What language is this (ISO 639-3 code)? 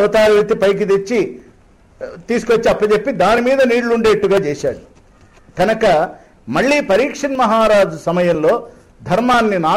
tel